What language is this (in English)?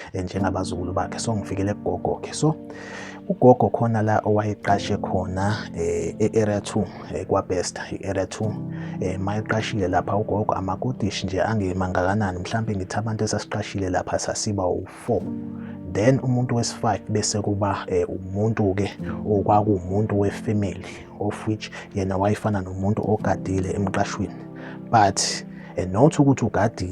Zulu